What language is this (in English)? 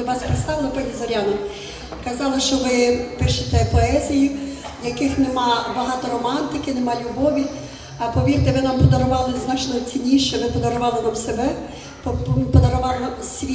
Ukrainian